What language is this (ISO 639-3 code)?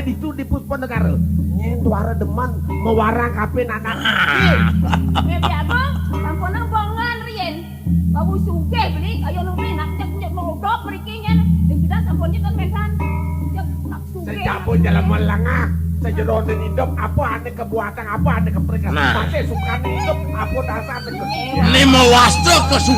ban